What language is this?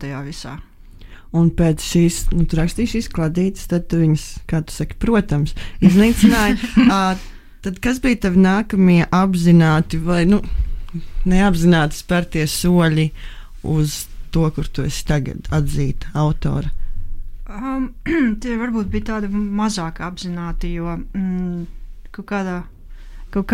Latvian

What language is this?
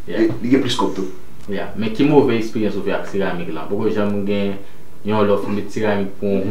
Haitian Creole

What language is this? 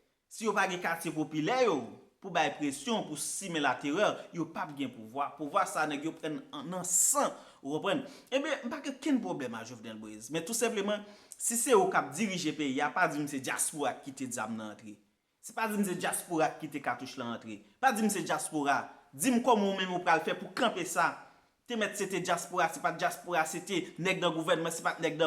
Haitian Creole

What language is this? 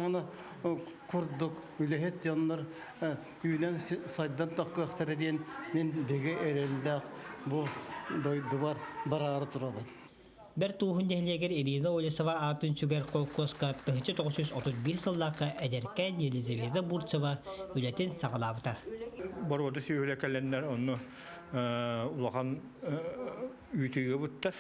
Yakut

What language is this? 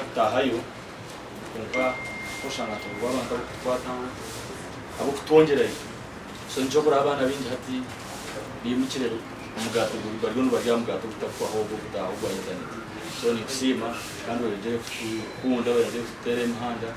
Nyankole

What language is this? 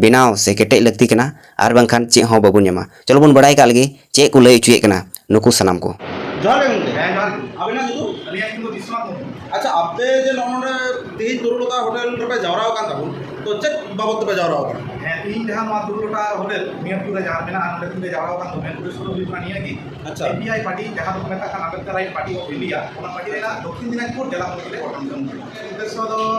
Santali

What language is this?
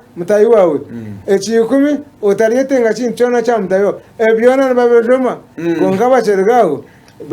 Nyankole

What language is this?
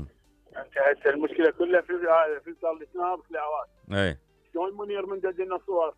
Mesopotamian Arabic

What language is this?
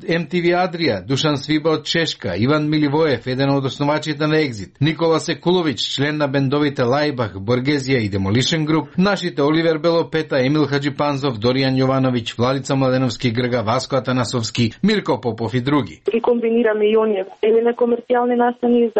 Macedonian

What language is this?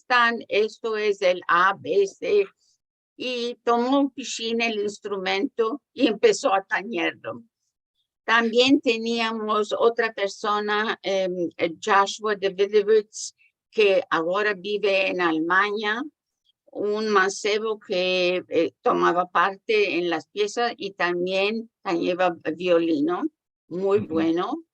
Ladino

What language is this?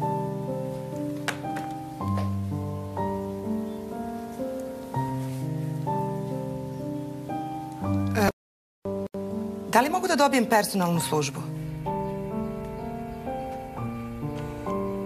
Serbian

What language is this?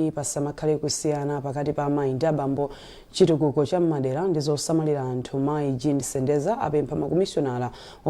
Nyanja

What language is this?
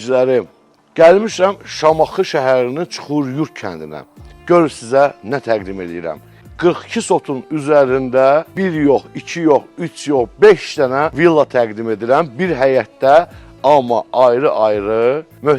Azerbaijani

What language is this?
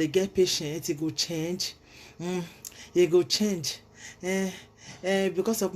Nigerian Pidgin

